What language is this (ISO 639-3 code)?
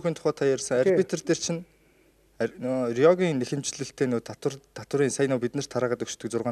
mon